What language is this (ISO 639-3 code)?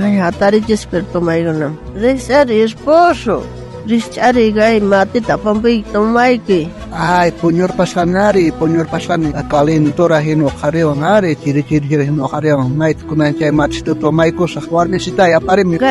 quh